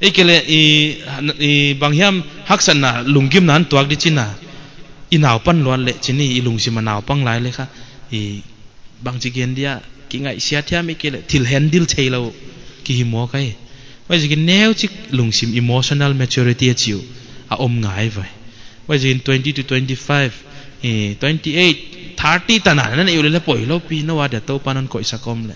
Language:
Paite Chin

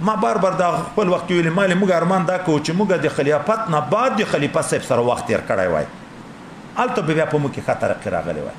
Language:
Pashto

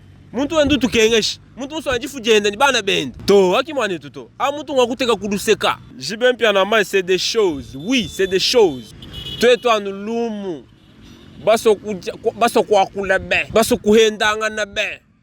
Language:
Luba-Lulua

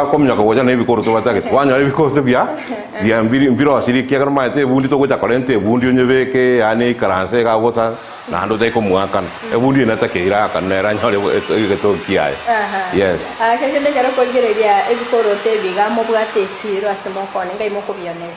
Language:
Gusii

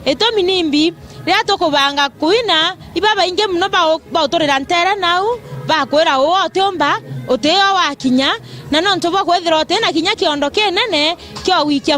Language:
Meru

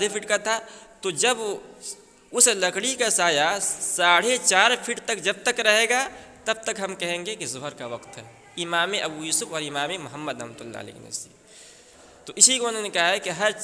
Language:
Urdu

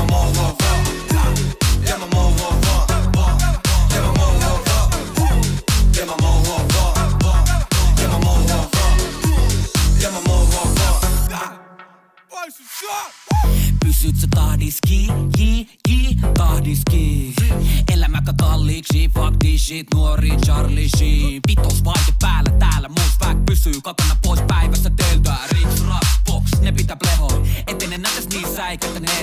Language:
Finnish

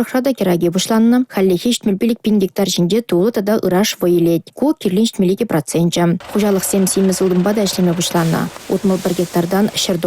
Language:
Chuvash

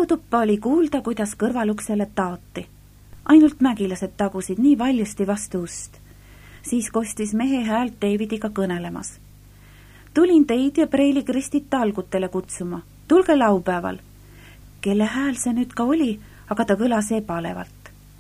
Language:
Estonian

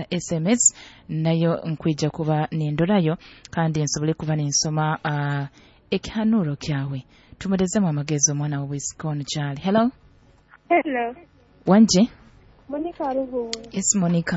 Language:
Nyoro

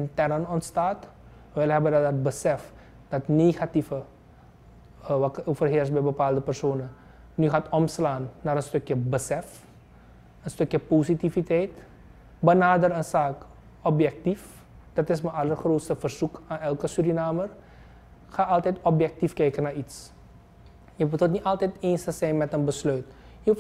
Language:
Dutch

